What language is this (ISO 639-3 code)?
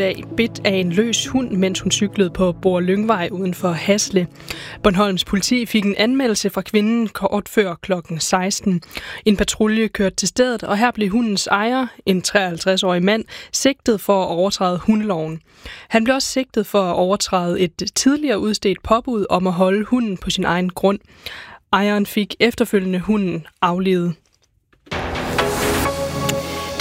dan